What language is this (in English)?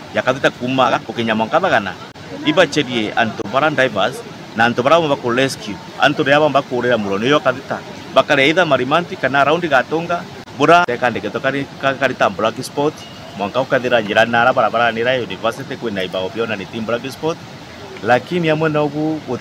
Meru